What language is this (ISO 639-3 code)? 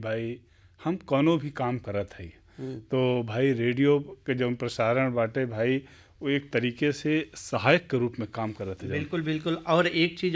bho